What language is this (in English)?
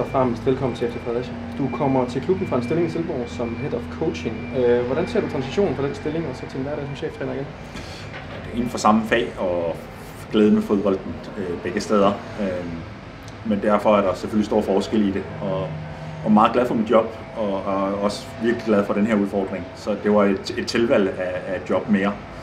Danish